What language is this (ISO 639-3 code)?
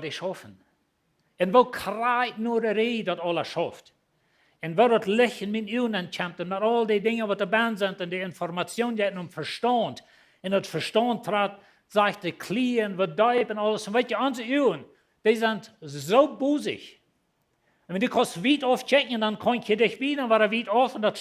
pdt